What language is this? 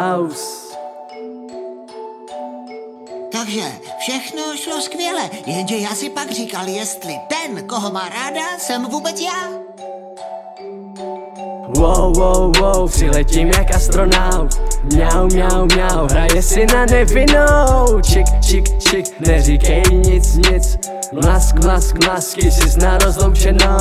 Czech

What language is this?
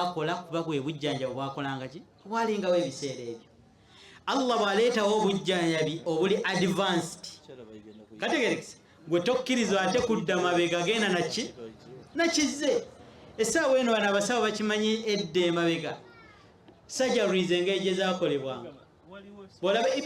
Ganda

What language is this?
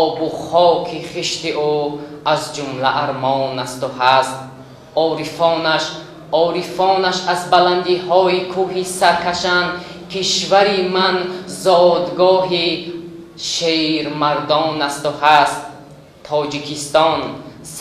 Tajik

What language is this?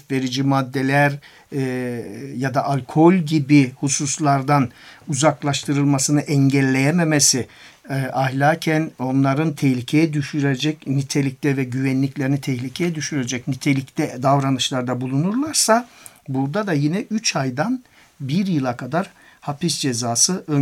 Turkish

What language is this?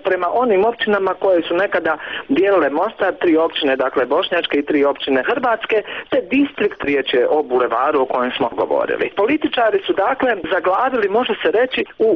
Bosnian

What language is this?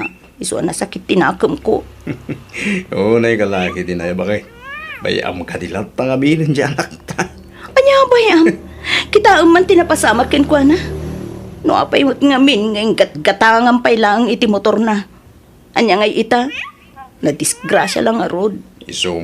Iloko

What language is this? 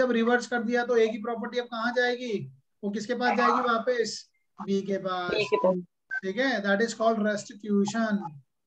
Hindi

